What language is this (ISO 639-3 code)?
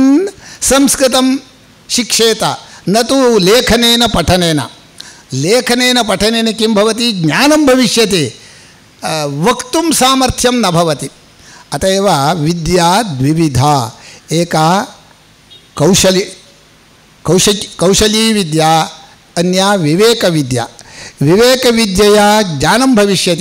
san